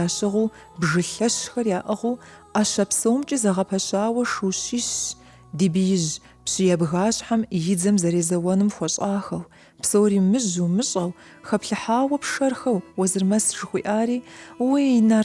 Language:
Kabardian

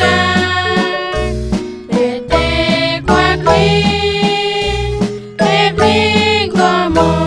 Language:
Kekchí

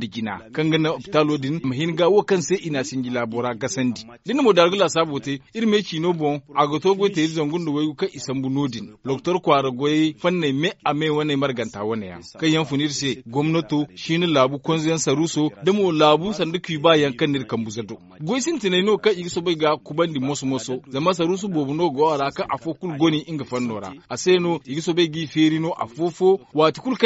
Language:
Zarma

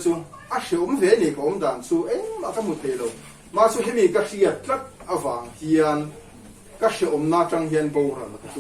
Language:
Mizo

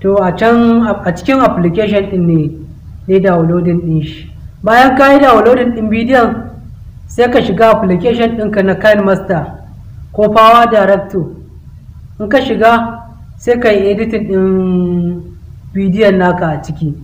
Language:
Hausa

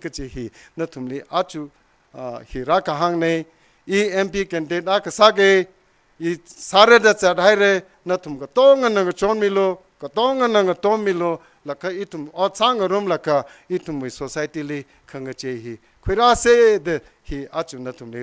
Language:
Tangkhul Naga (India)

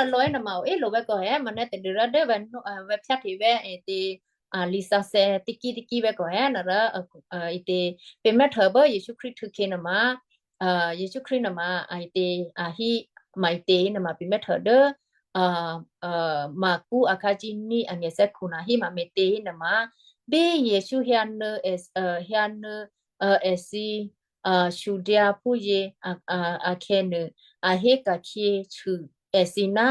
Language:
Western Kayah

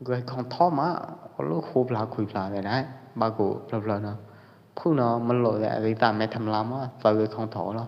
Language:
Pwo Eastern Karen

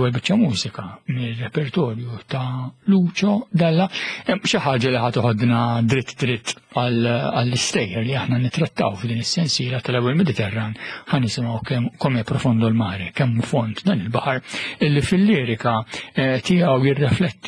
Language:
Maltese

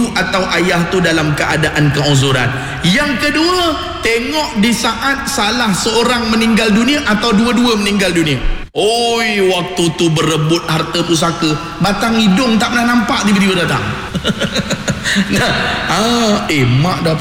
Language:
Malay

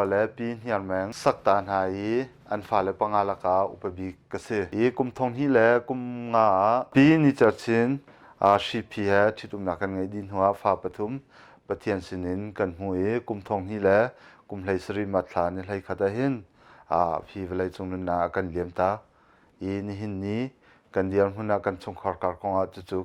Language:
Hakha Chin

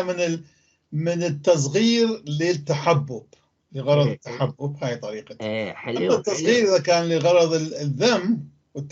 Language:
North Levantine Arabic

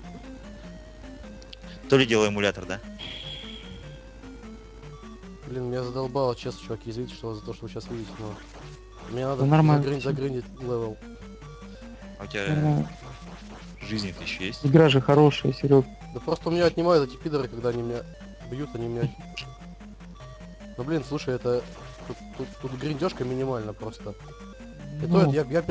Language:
Russian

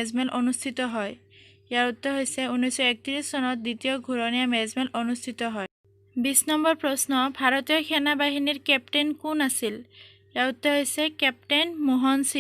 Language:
Assamese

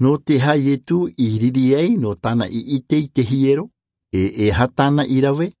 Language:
Tahitian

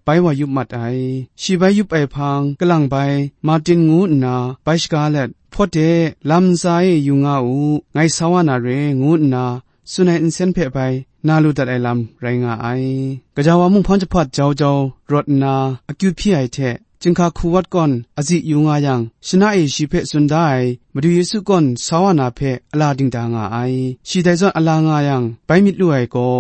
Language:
Kachin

